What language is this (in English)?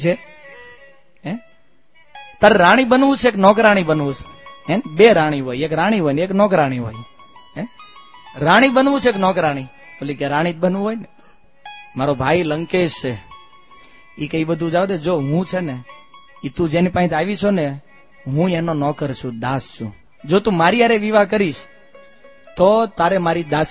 Gujarati